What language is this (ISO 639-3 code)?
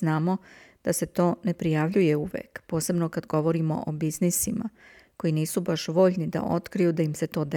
srp